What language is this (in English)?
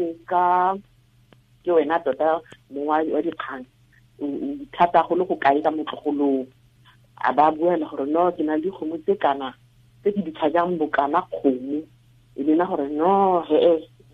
Tswana